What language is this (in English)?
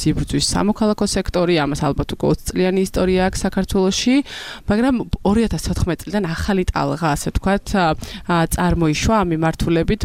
Georgian